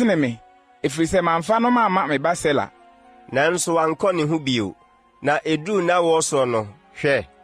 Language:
Akan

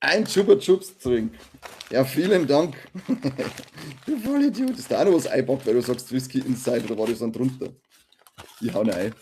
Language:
Bavarian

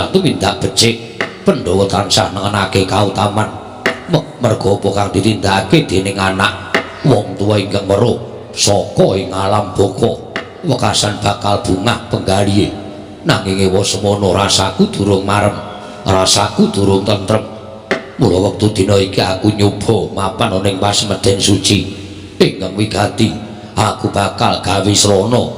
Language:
Javanese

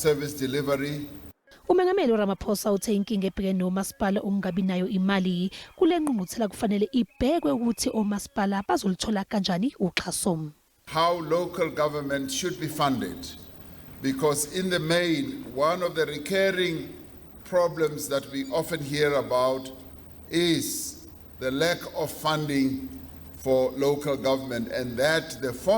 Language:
Zulu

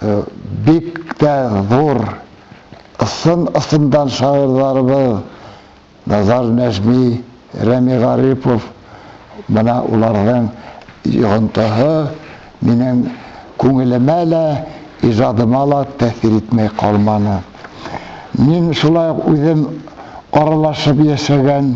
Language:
Bashkir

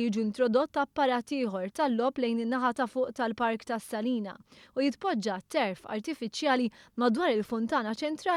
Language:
Maltese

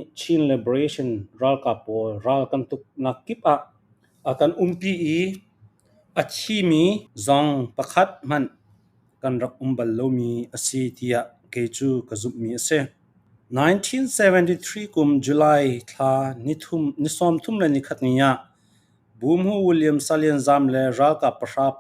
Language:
Falam Chin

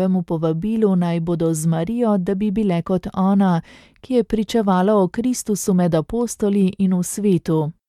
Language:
Slovenian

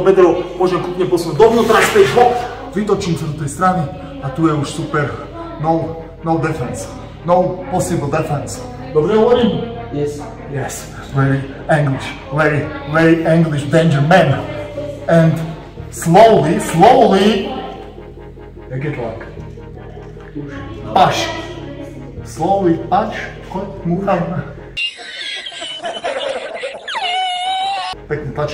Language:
Slovak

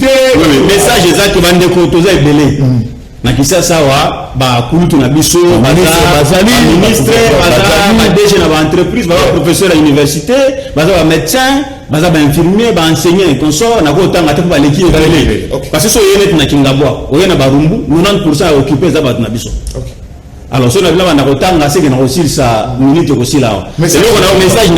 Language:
Lingala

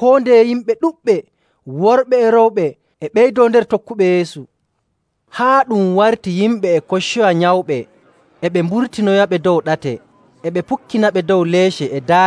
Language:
Nigerian Fulfulde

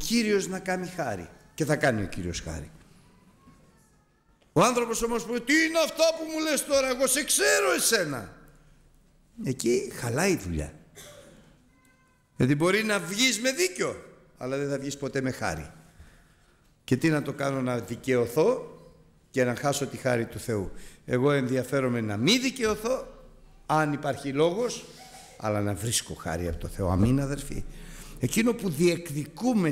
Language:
Greek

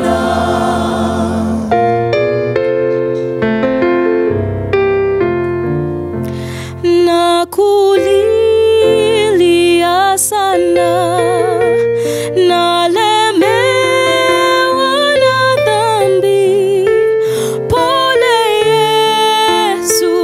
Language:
Swahili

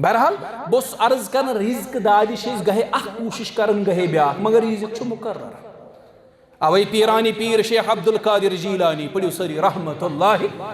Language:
Kashmiri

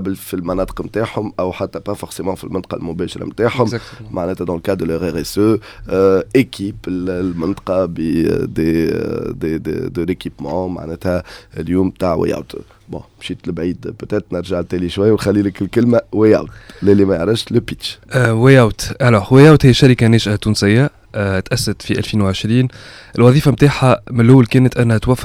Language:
Tunisian Arabic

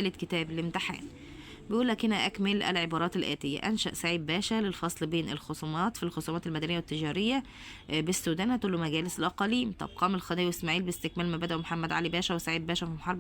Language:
Egyptian Arabic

